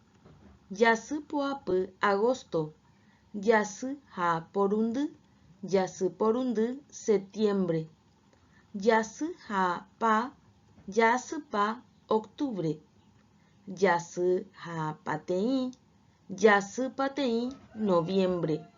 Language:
Guarani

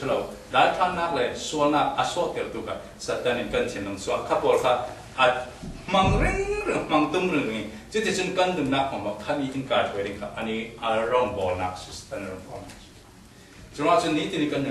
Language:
Falam Chin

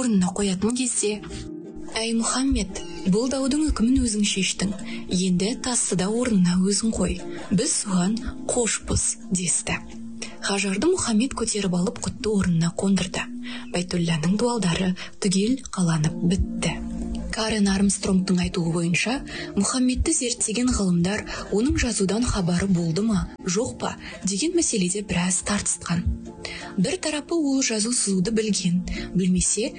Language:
Kazakh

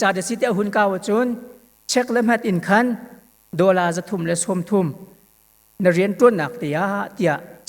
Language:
Hakha Chin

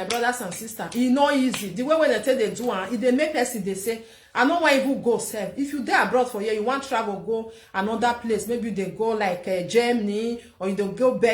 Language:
Nigerian Pidgin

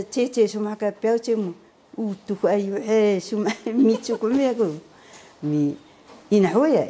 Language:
Taroko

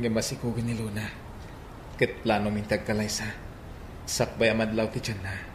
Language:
Iloko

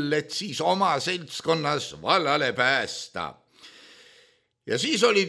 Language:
Estonian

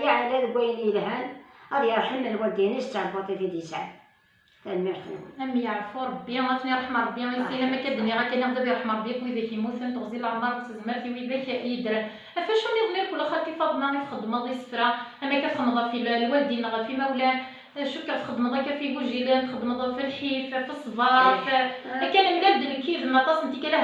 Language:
Kabyle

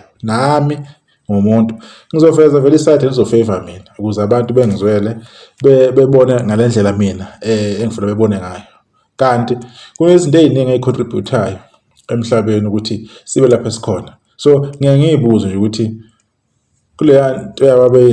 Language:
Zulu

